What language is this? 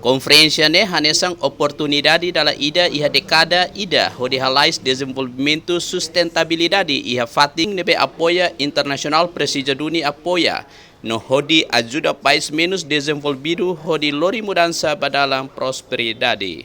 Tetum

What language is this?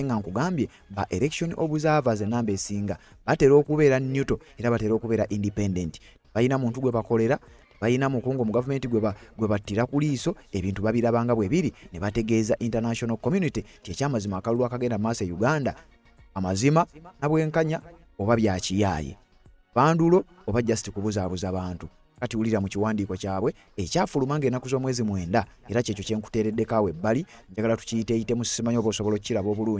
Ganda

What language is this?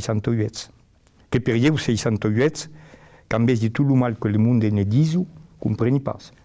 Occitan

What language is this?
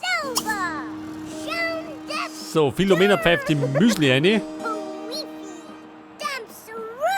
Bavarian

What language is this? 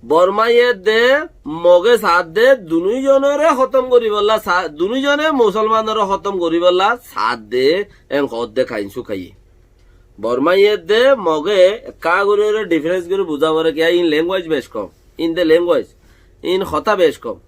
Rohingya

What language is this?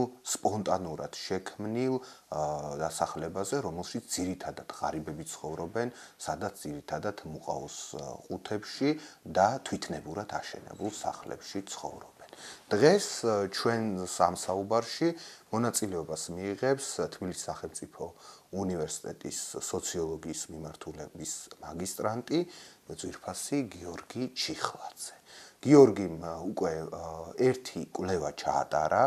Georgian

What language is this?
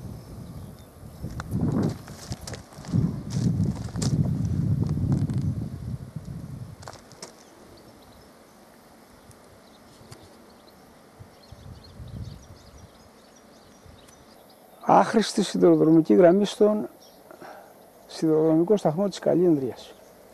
Greek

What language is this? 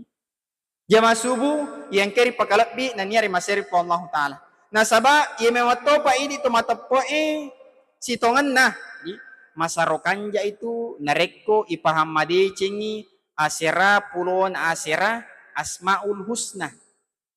Buginese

